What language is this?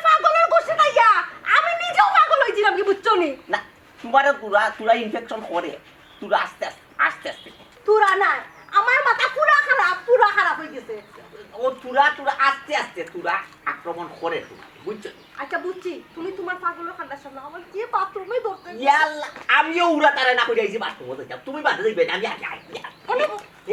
Sylheti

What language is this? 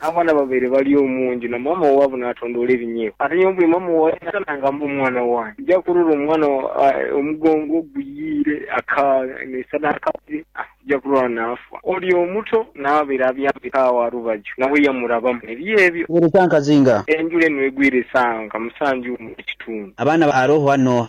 Nyoro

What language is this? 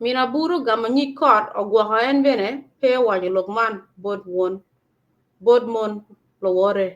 Acoli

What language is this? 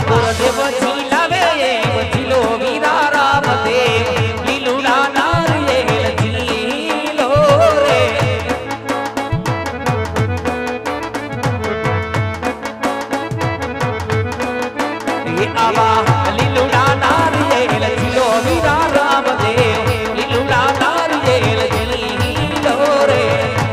Gujarati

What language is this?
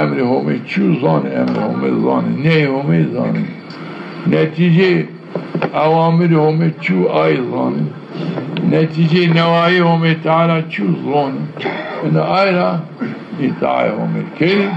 Zaza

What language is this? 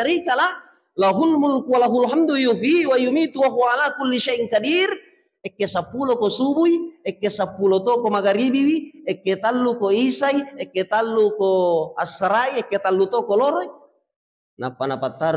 Buginese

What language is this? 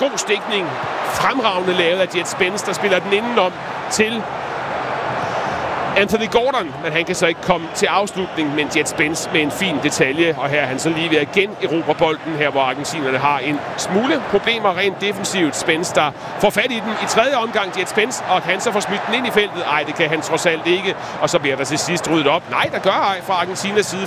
Danish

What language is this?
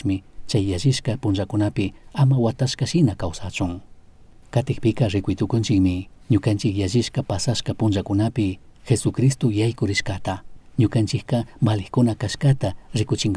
Chimborazo Highland Quichua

